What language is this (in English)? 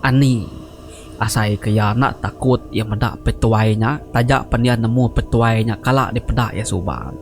Iban